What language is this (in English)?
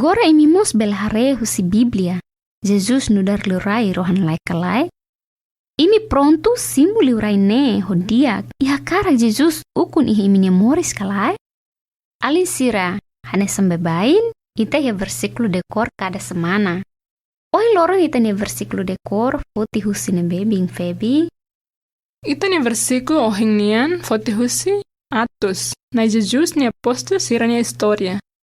Tetum